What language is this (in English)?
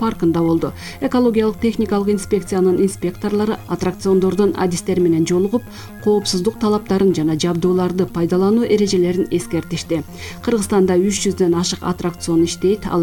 Kyrgyz